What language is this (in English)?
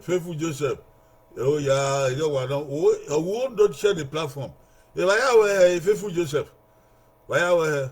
Bini